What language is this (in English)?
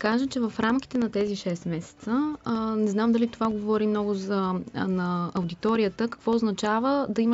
Bulgarian